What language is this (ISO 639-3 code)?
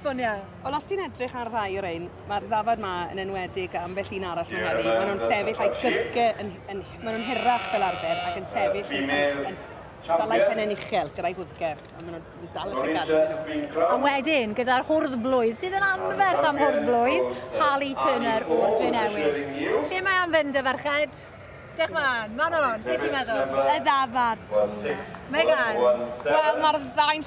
cym